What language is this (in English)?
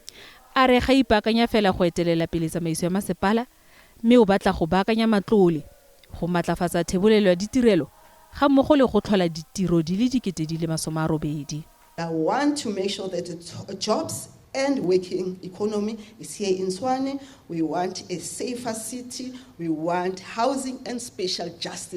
Tswana